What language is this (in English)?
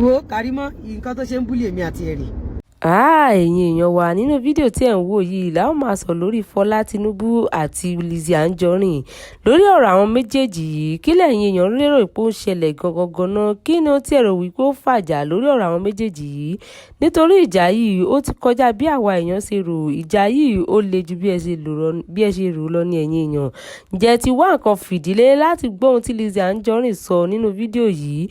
Yoruba